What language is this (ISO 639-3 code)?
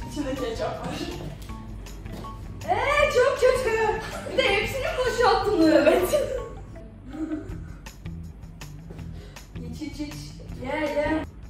tur